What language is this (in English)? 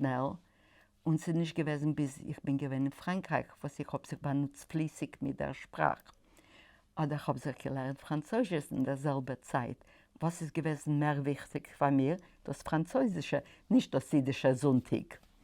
Yiddish